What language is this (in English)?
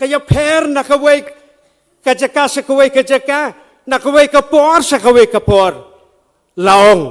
Khasi